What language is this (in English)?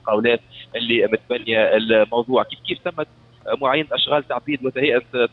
Tunisian Arabic